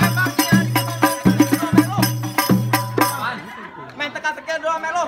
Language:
Betawi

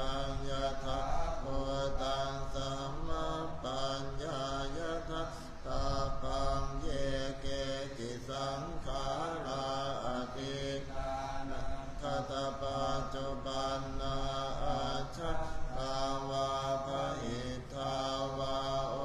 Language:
Pali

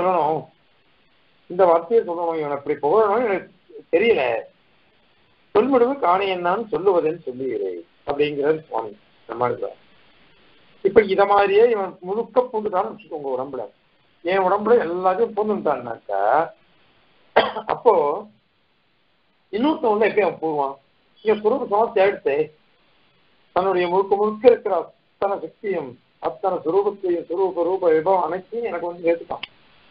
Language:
Tamil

